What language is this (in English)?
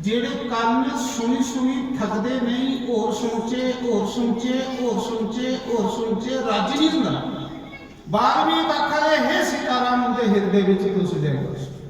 Dogri